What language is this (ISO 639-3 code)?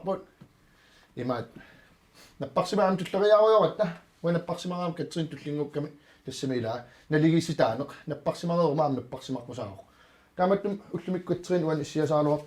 kal